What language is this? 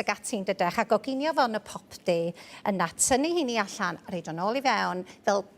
Welsh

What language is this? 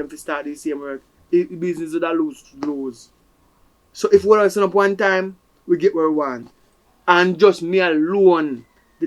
Jamaican Creole English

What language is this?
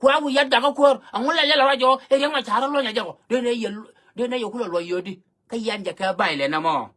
Nuer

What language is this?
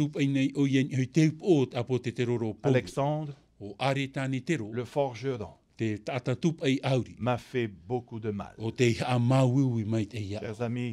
Tahitian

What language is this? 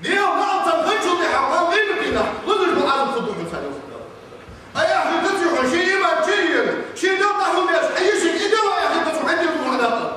Ingush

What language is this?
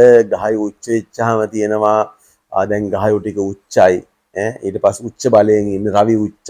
Sinhala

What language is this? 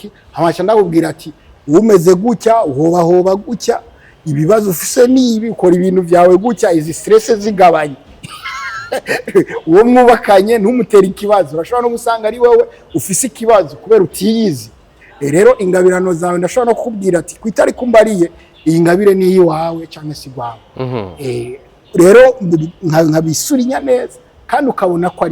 Rundi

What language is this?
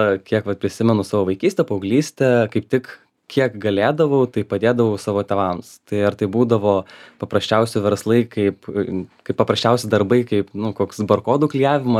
Lithuanian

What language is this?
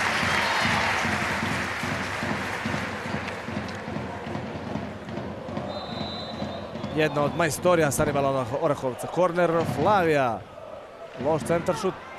Serbian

